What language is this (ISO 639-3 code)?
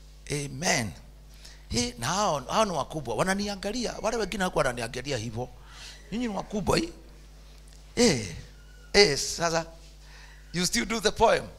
swa